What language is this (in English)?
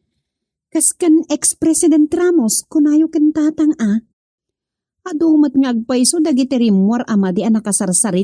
Iloko